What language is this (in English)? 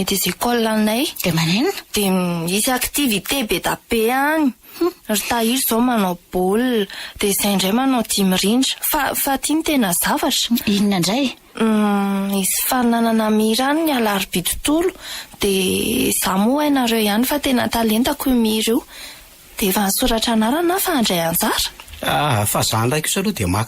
Malagasy